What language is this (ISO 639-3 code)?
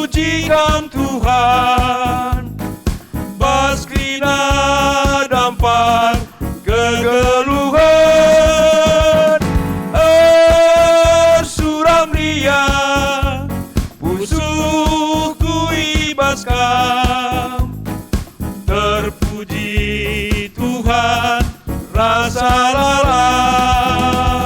btx